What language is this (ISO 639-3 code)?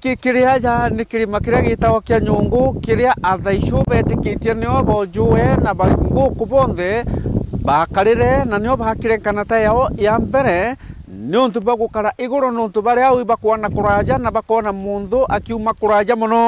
mer